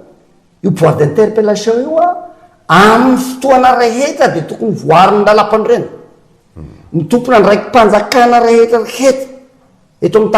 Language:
Malagasy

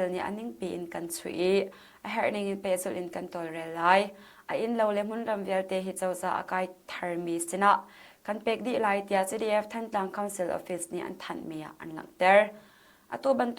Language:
Hakha Chin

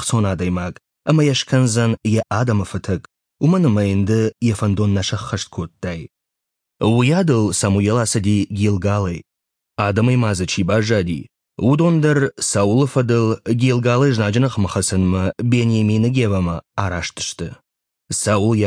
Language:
Ossetic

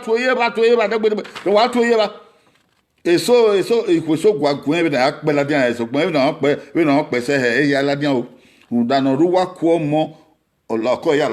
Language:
Bini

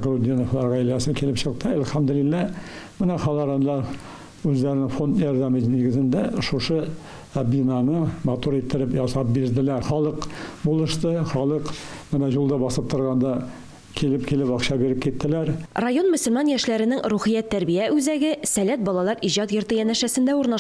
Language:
Tatar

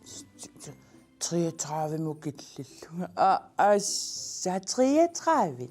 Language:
Kalaallisut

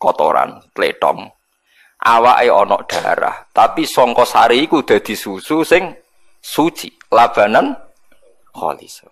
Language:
Javanese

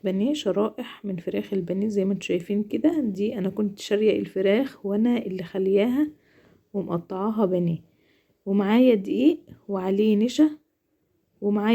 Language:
Egyptian Arabic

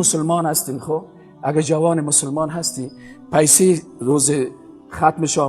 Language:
Persian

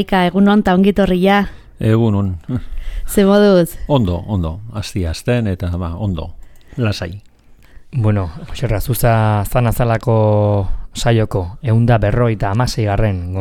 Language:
Basque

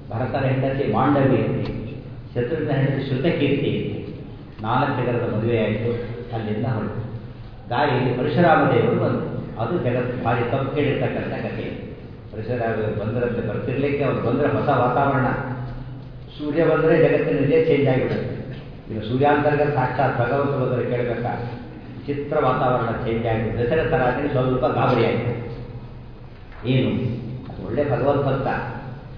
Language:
Kannada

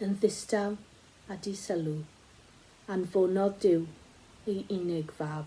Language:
Welsh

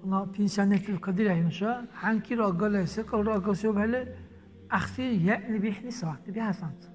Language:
Dargwa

